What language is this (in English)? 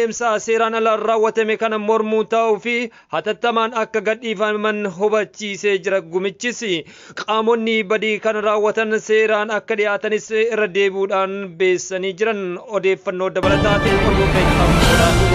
Oromo